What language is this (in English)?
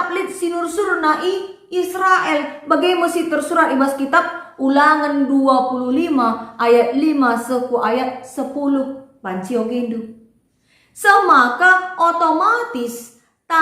Batak Karo